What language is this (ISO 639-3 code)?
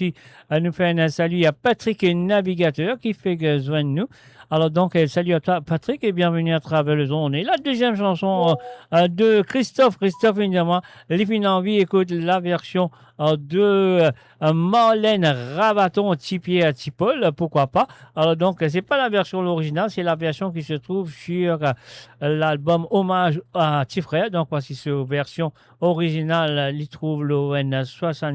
mfe